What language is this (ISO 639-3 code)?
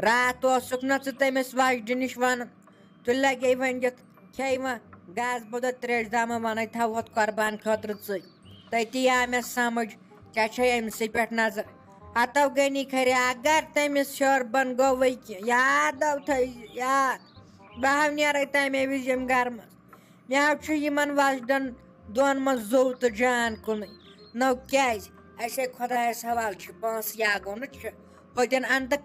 kas